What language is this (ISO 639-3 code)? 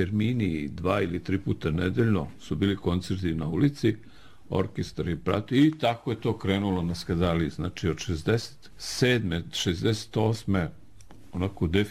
srp